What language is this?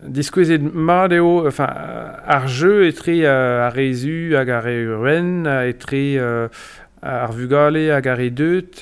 Breton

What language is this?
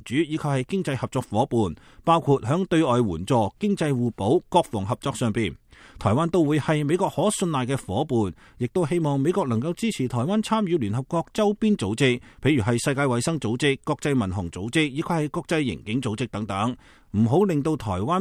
Cantonese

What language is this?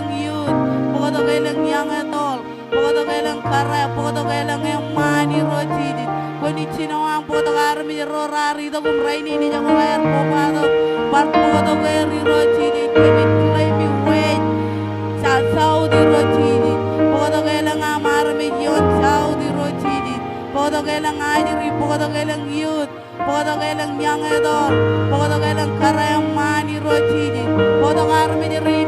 Marshallese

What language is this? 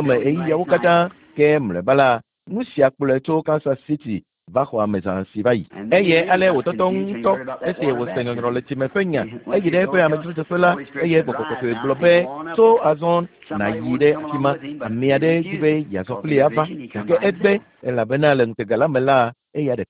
Ewe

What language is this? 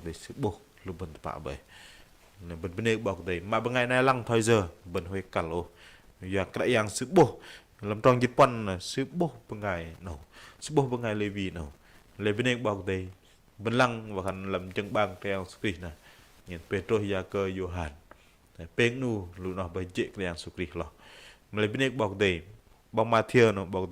Bahnar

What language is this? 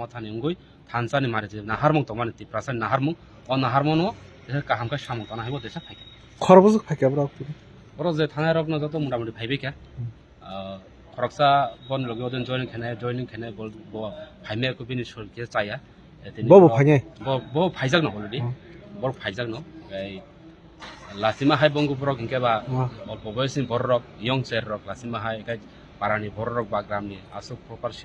Kok Borok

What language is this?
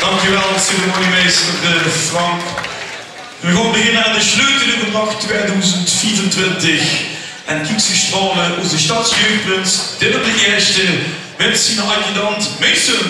Limburgish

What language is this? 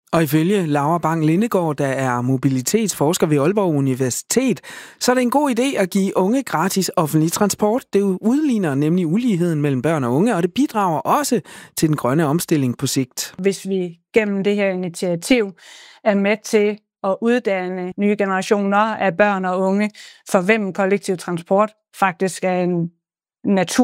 Danish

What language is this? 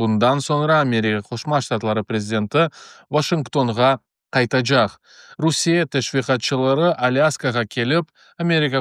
Crimean Tatar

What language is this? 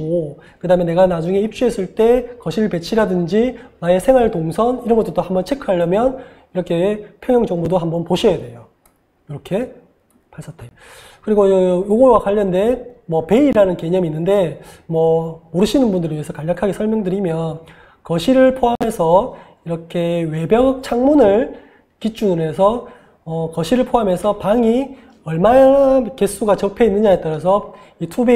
Korean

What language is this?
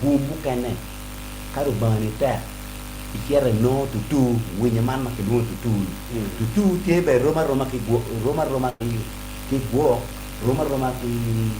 Acoli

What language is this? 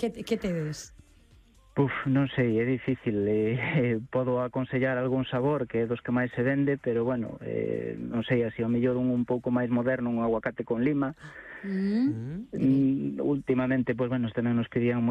Galician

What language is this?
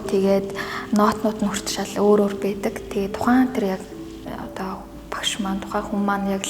Mongolian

